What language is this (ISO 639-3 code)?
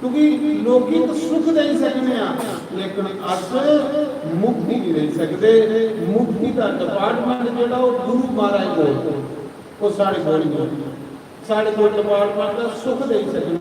doi